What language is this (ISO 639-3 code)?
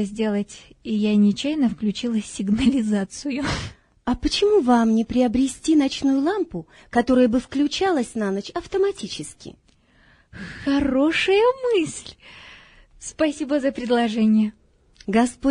rus